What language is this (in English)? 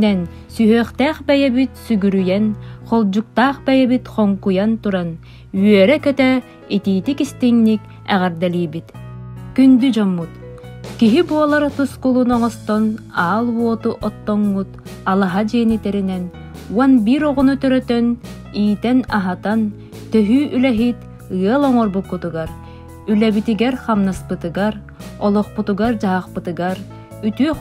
Yakut